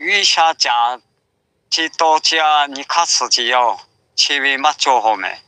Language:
Lahu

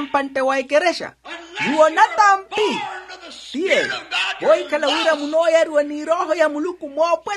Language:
Makhuwa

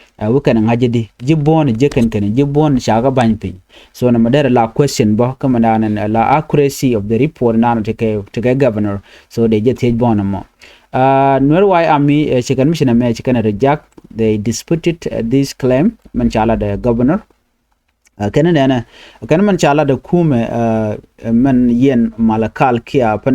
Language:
Nuer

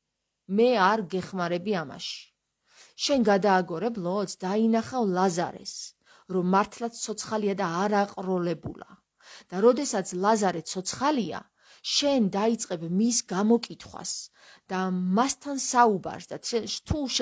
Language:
Georgian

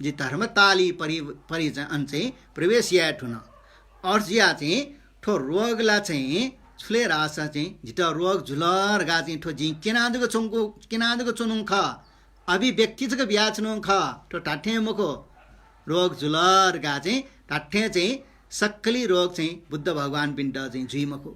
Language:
Newari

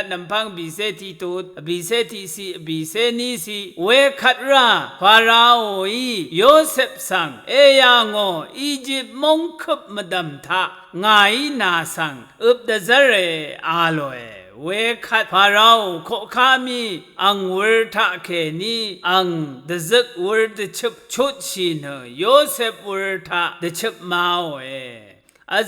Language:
Rawang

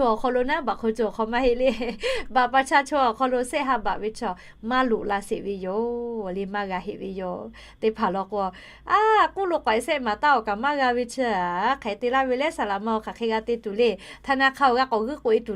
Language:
Lahu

